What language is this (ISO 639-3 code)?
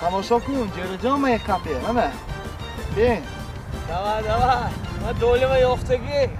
tgk